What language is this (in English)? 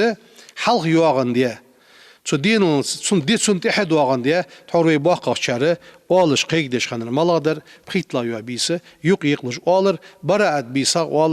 Ingush